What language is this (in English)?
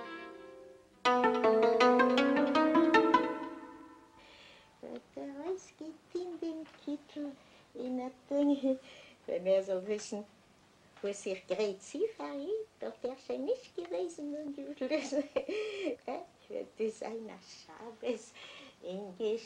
Slovak